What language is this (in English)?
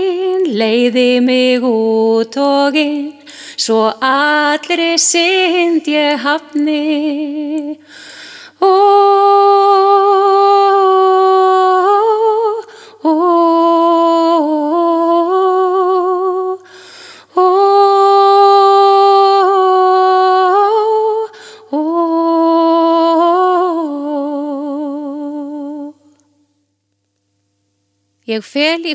Icelandic